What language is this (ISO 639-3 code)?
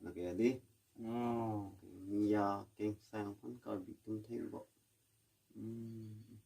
mjw